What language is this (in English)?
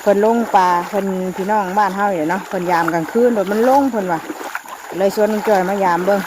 Northeastern Thai